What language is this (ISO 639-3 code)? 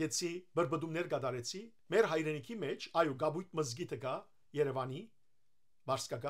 hyw